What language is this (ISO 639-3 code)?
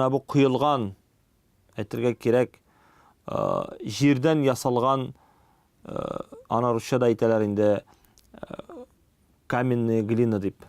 tat